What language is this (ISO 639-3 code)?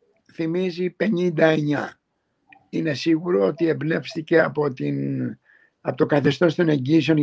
ell